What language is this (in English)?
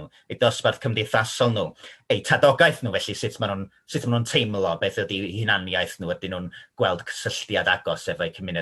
Welsh